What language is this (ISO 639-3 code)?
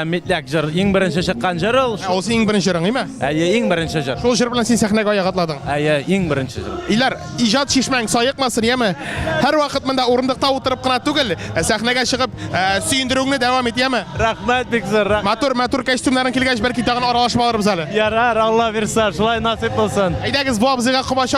tat